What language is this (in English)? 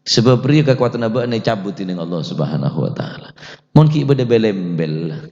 Madurese